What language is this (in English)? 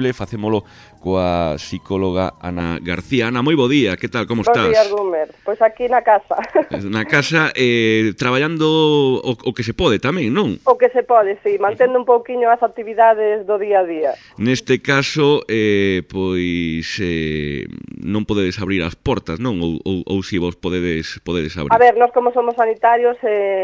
Galician